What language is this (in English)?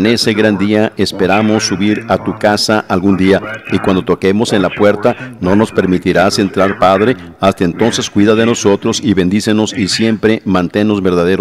Spanish